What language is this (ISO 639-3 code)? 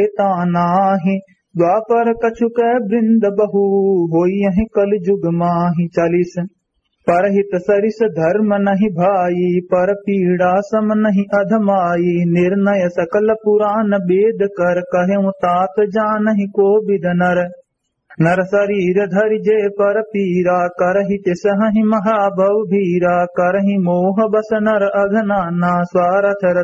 awa